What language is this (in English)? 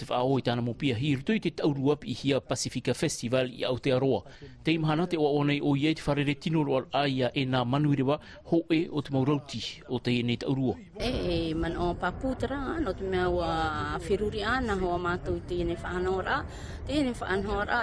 Tahitian